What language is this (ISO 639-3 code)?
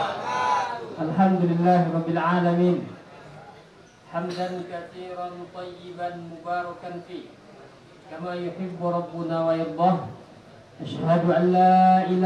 ind